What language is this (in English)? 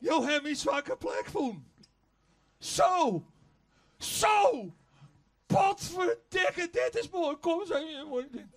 Western Frisian